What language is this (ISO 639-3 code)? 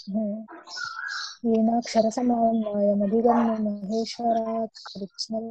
san